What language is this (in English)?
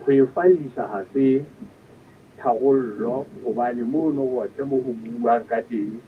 Southern Sotho